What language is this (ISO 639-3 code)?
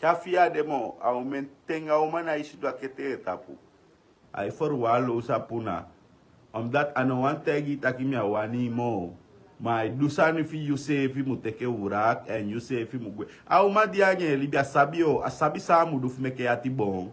srn